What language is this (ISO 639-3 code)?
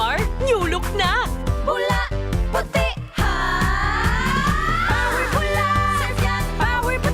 bik